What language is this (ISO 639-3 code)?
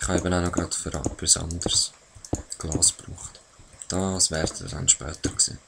gsw